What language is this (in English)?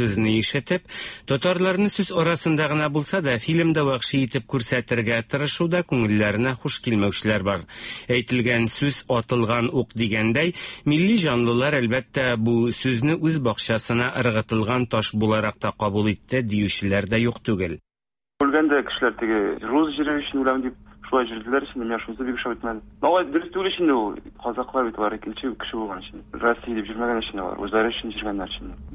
Tatar